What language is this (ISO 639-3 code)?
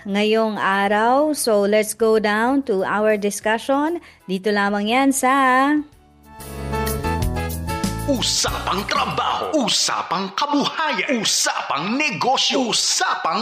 fil